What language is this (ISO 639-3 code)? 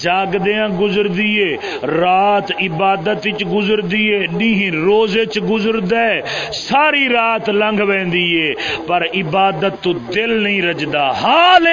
skr